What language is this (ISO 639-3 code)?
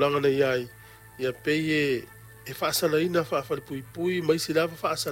smo